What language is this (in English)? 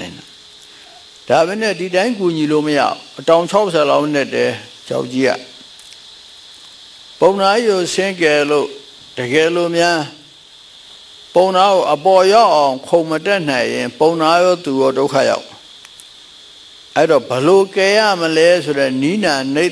Burmese